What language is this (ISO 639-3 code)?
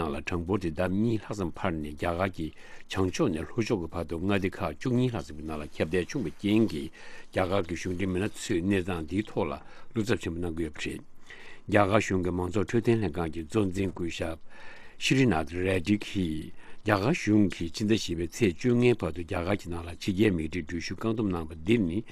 bod